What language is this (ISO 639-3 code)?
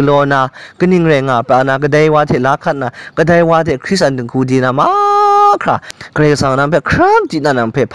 kac